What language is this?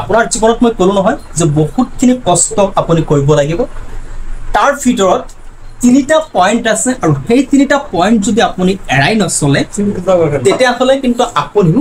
Assamese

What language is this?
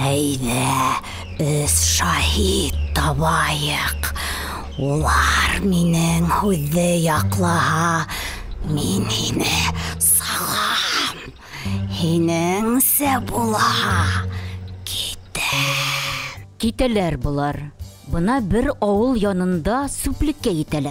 Bashkir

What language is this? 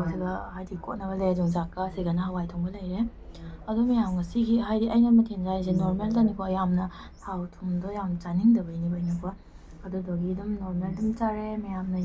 Manipuri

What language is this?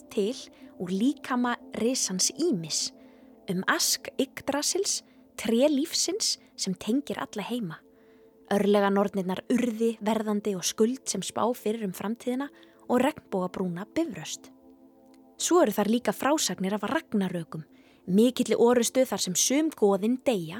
Icelandic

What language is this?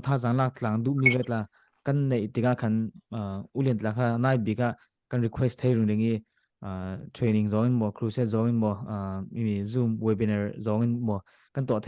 Falam Chin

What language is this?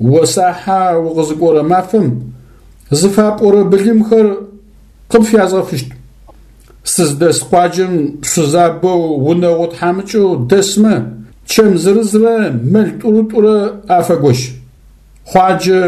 Adyghe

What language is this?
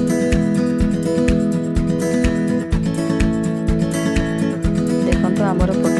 Odia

